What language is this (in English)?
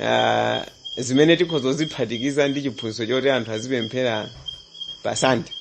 Nyanja